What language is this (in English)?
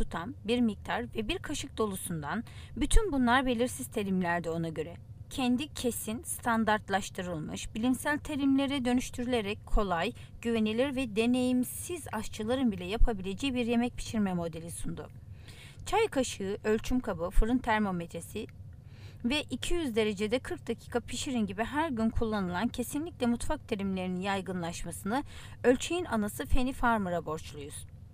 Turkish